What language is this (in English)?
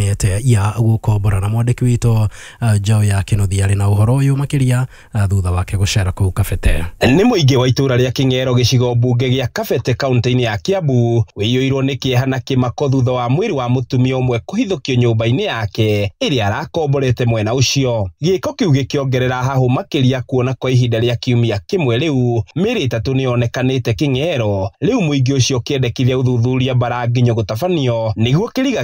Kikuyu